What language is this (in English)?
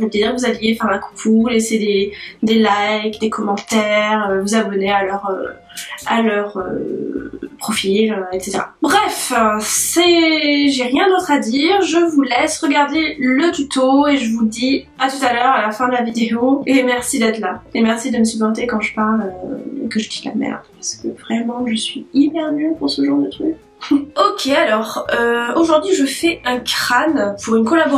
French